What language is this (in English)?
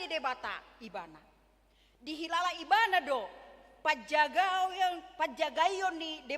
Batak Toba